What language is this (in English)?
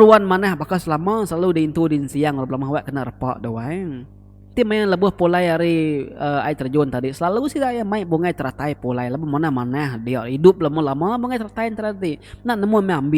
Iban